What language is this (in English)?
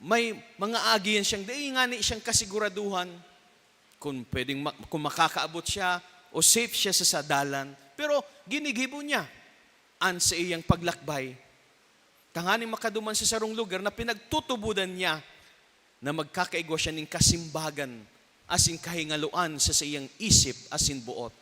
Bikol